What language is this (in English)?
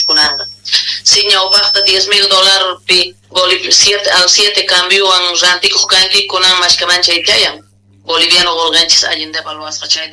South Bolivian Quechua